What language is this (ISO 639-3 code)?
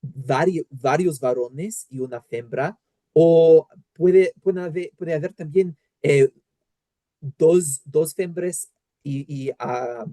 lad